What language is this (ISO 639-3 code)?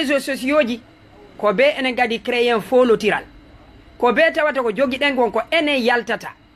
ful